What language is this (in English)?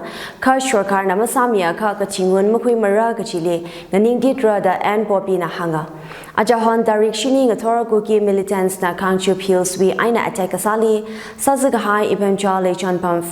Tangkhul Naga (India)